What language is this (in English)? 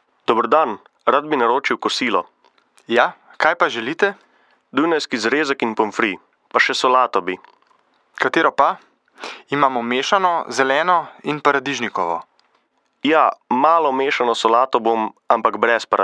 Slovenian